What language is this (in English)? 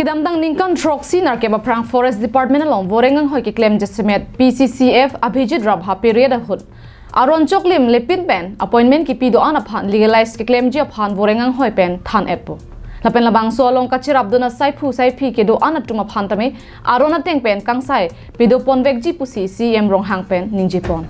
Karbi